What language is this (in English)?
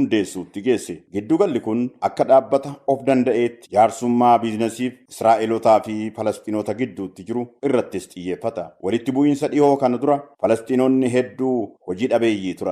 Oromo